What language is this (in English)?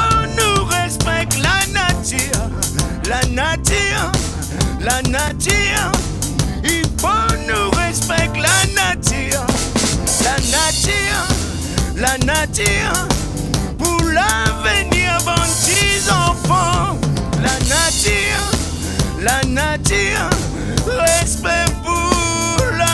Réunion Creole French